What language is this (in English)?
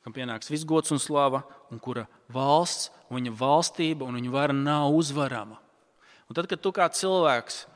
Latvian